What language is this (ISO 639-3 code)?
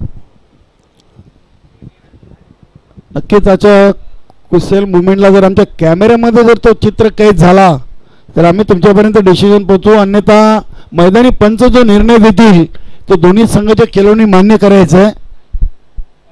mar